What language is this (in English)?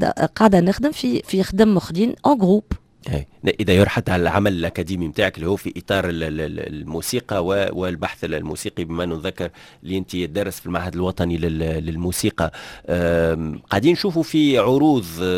Tunisian Arabic